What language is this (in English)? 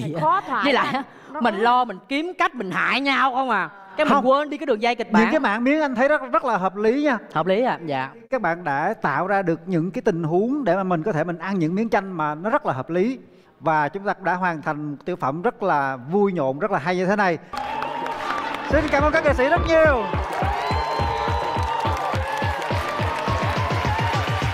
Vietnamese